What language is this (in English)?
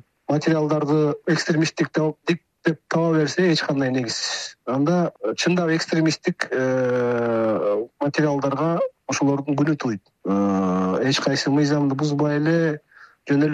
Kyrgyz